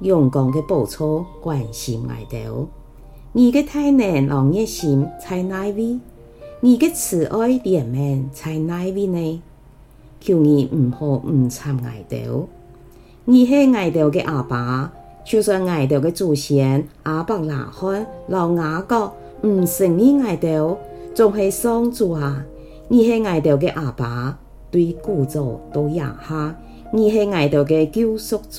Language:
Hakka Chinese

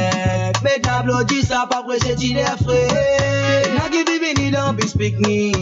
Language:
Morisyen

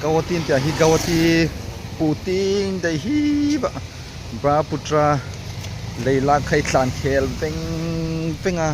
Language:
Hmar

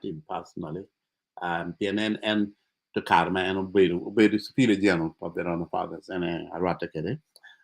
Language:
Acoli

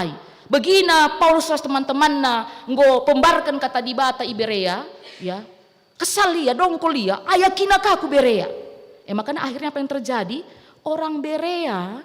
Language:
Batak Karo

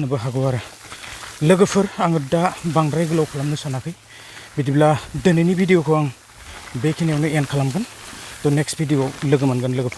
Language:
Bodo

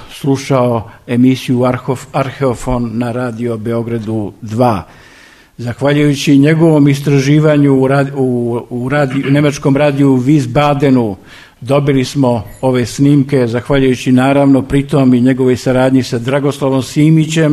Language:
Serbian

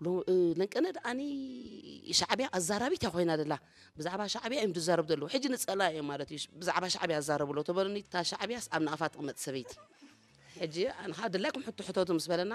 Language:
Tigrinya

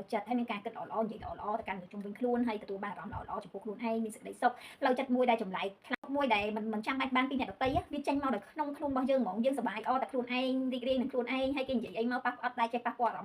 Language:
Khmer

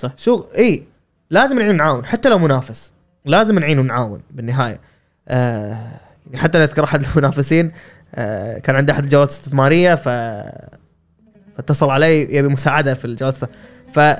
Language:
Gulf Arabic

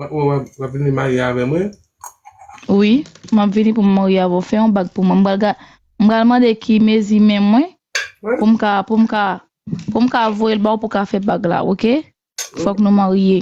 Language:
Haitian Creole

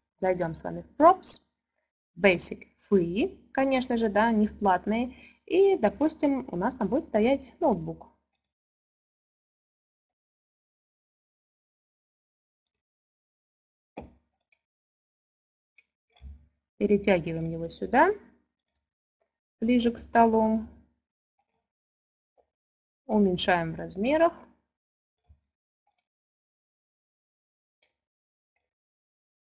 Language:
Russian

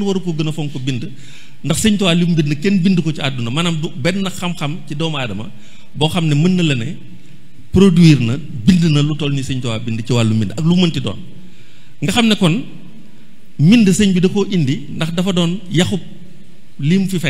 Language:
Wolof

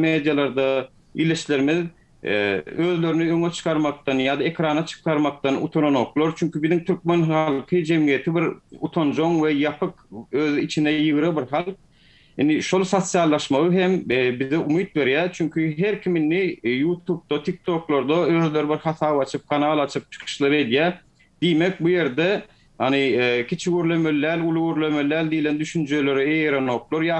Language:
Turkmen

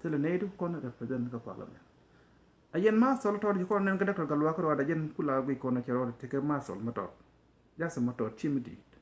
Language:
Nuer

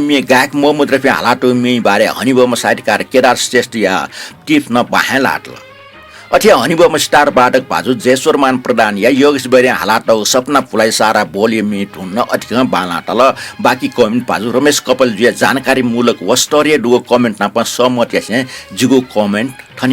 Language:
Newari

